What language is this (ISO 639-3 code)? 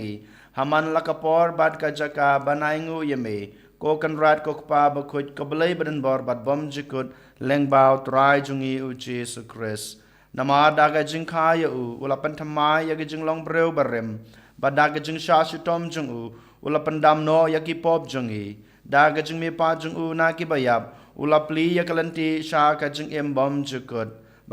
kha